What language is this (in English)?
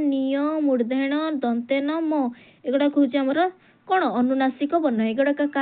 Odia